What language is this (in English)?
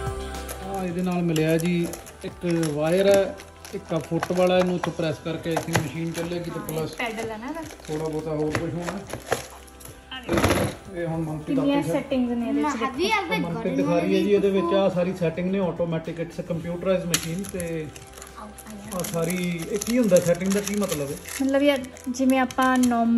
Punjabi